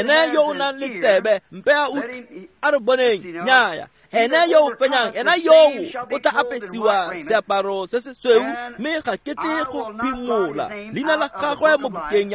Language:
Tswana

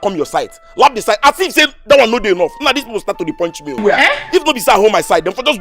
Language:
Nigerian Pidgin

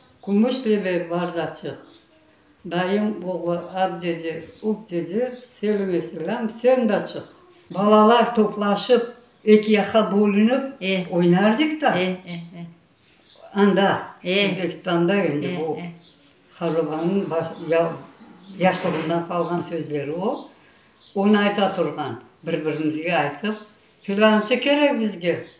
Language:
Crimean Tatar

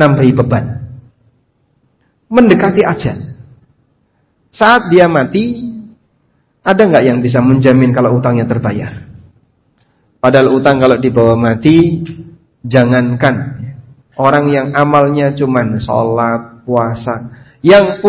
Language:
Indonesian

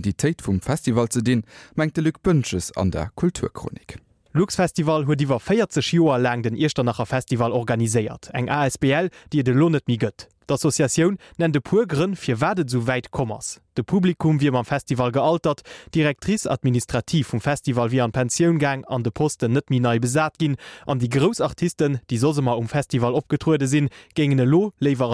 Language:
Luxembourgish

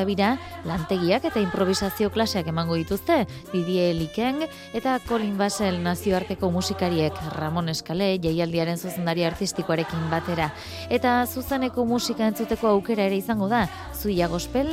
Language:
Basque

